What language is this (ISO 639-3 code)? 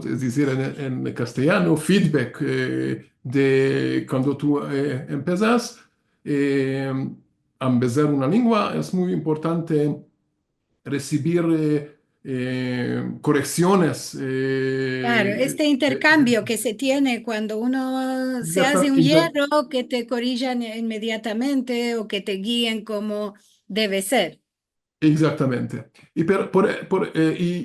lad